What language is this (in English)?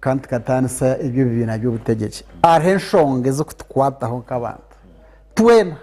Nyankole